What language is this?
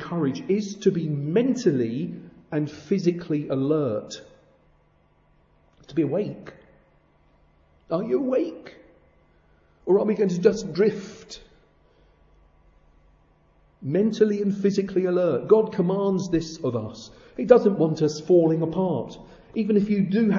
English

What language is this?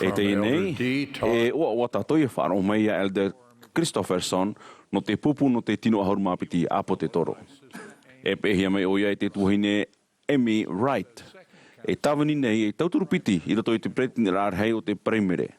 Tahitian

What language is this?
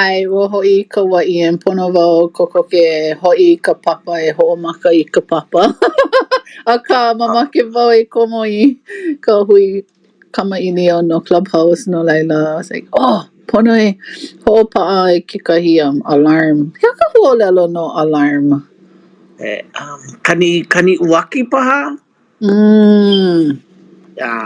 Hawaiian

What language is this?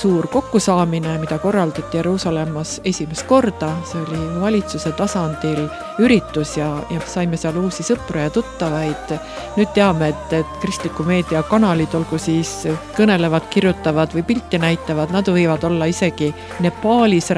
Estonian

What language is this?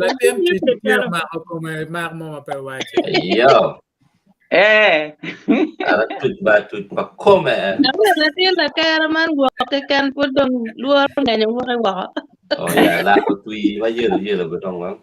Acoli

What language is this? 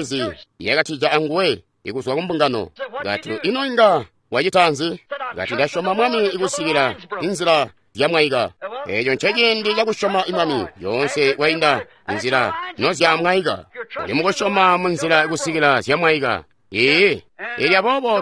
Tonga (Zambia)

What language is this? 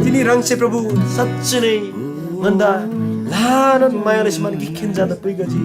Eastern Tamang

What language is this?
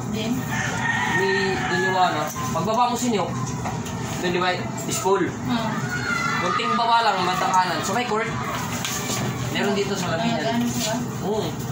Filipino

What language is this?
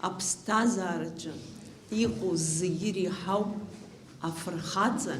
Abkhazian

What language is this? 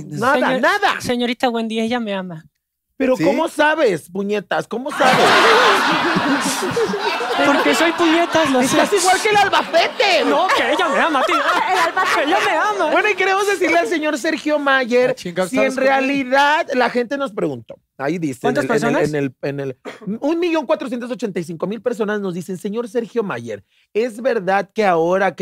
Spanish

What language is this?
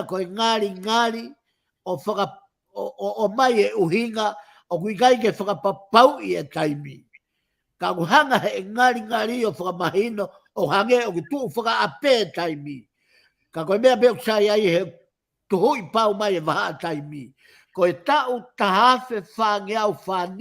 Tongan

